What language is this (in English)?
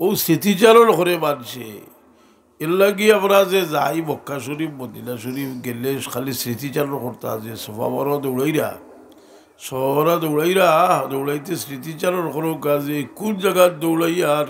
Sylheti